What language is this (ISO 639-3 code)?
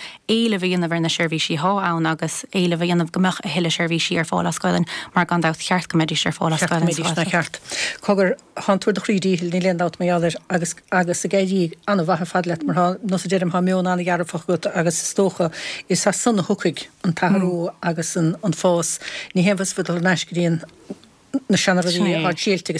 gle